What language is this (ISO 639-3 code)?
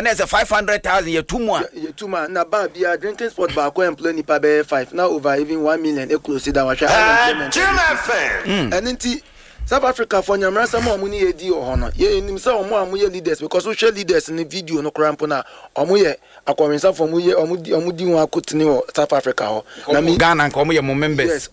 aka